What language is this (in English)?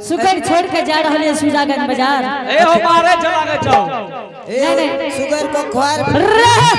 Angika